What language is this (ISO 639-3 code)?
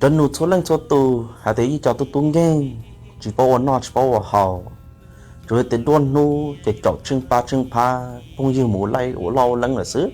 hmn